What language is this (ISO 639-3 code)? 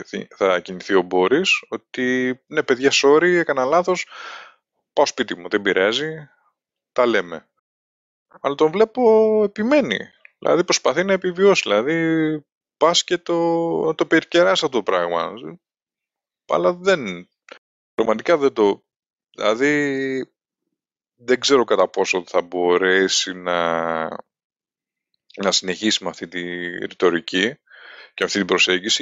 ell